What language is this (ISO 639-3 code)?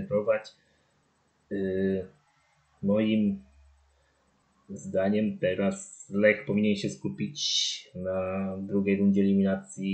pol